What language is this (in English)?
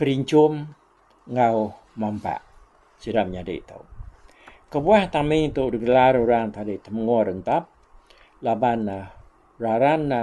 Iban